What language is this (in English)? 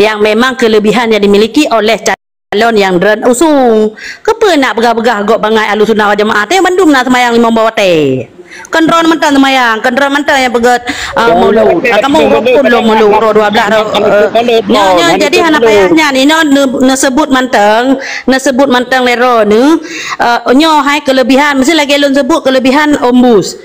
Achinese